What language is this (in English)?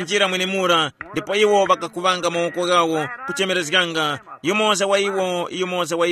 Tumbuka